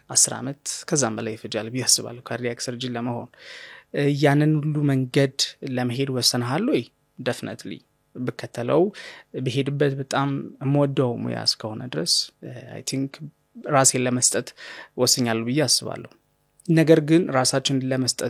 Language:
Amharic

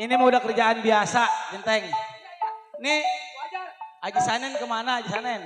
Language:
Betawi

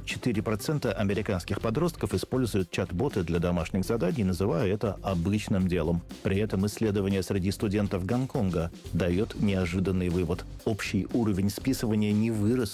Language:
Russian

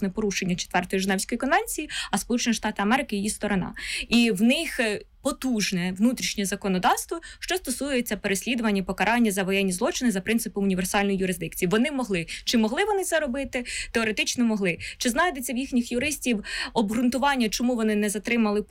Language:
Ukrainian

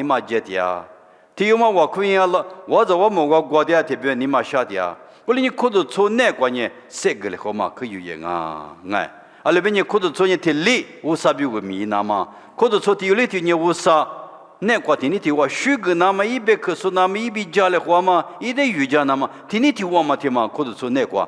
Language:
Lisu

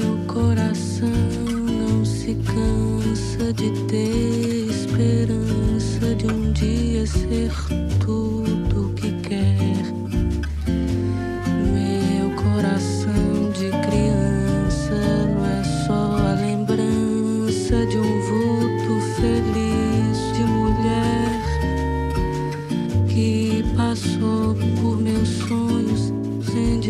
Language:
Portuguese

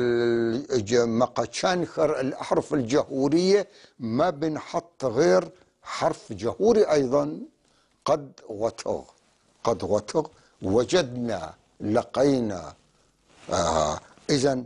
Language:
North Levantine Arabic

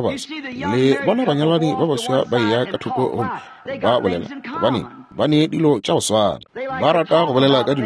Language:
Northern Sotho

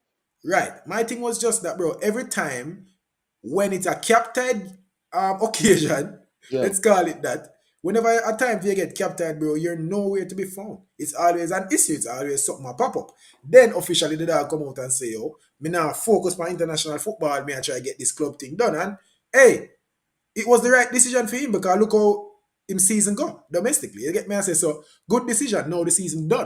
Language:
Jamaican Creole English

